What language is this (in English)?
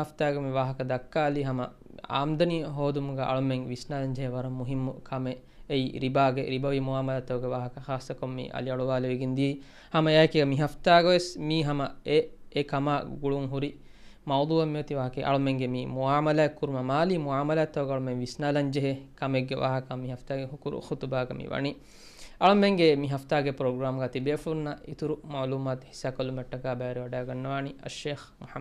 Divehi